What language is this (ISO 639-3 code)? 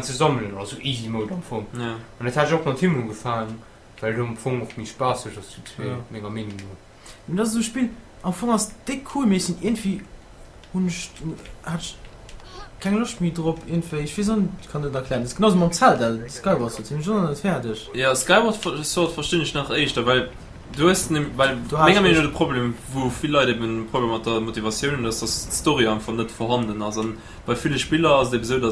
ltz